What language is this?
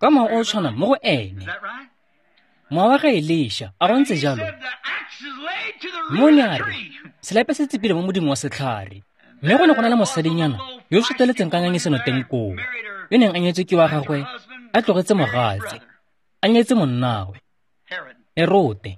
Tswana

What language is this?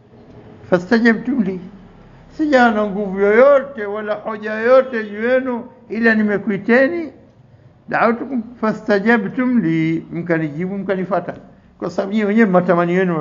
Swahili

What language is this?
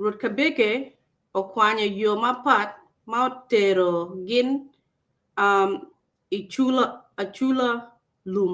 Acoli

